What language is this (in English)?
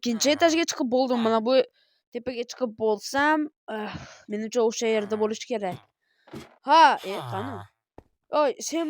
Uzbek